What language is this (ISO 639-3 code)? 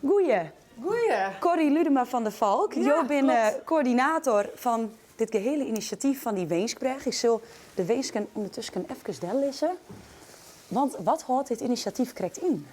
fry